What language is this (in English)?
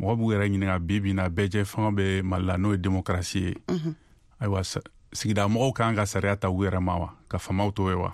Bambara